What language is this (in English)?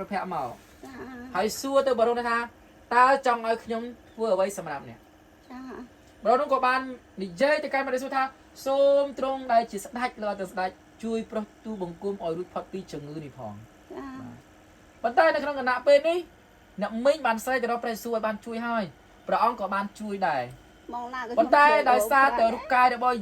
Khmer